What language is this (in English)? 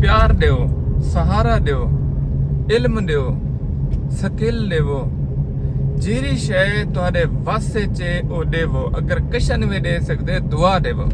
Saraiki